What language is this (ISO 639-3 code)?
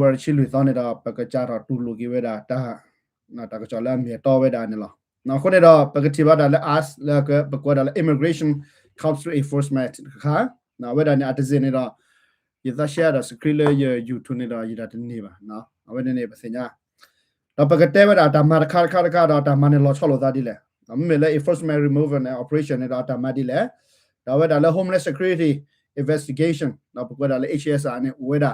ksw